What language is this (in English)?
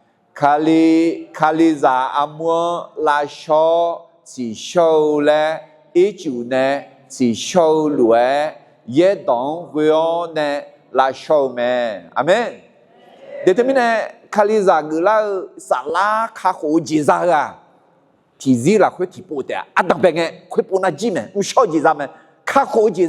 Akha